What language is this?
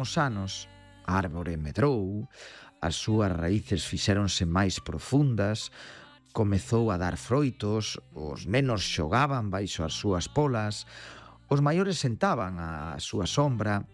Galician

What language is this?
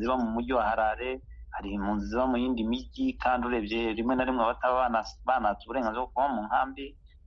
Kinyarwanda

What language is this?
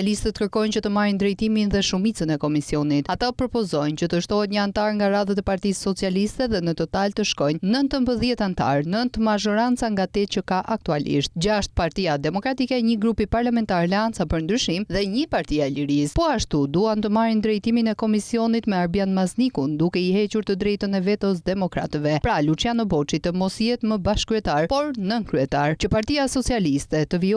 Albanian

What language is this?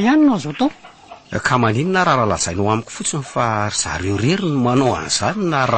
Malagasy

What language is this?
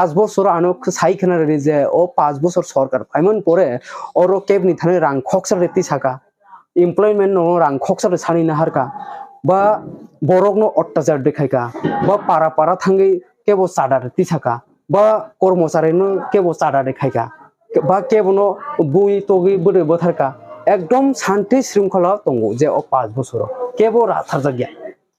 Kok Borok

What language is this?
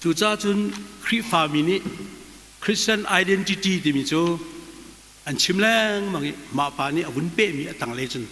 Hakha Chin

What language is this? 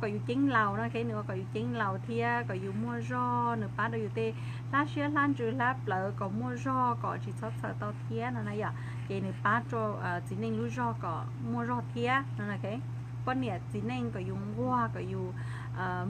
Hmong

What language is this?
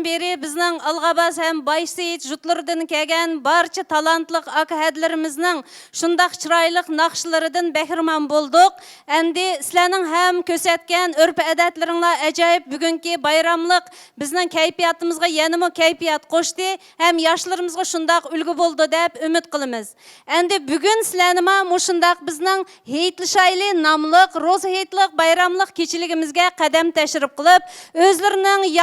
Uyghur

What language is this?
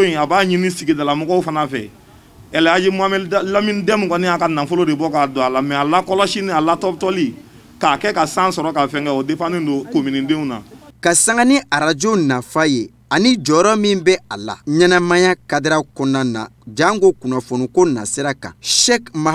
Bambara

